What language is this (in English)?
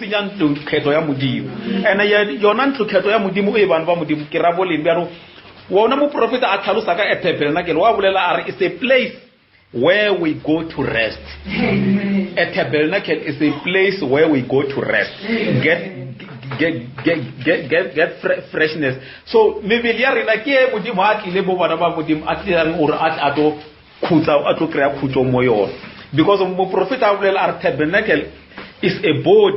Northern Sotho